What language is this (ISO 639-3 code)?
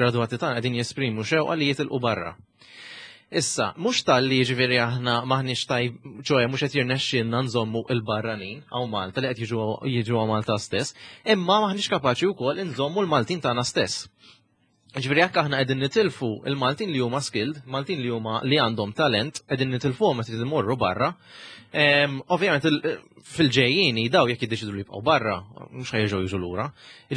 mlt